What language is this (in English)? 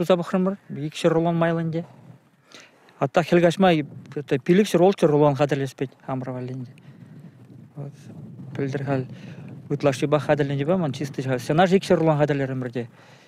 Chuvash